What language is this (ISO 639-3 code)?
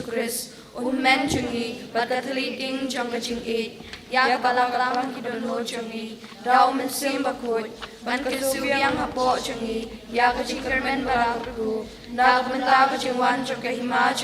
kha